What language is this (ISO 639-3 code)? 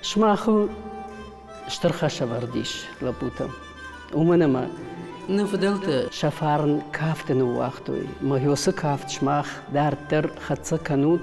oss